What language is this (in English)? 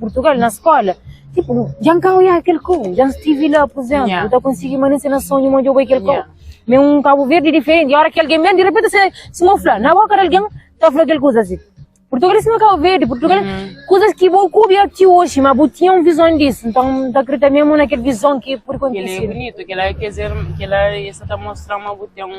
Kabuverdianu